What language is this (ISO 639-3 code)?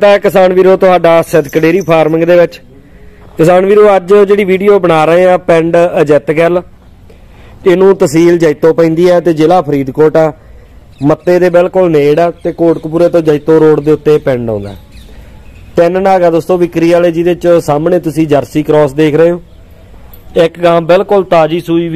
pan